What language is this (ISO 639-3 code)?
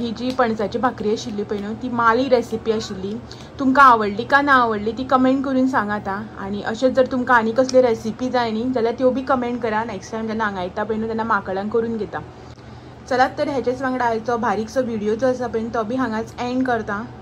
kok